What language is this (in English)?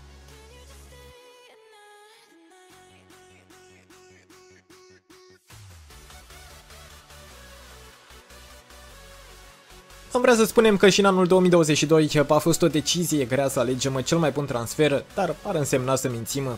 Romanian